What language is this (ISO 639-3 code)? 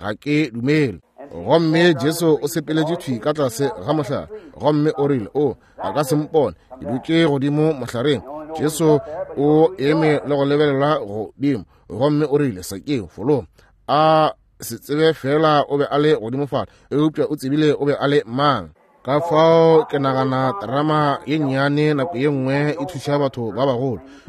nso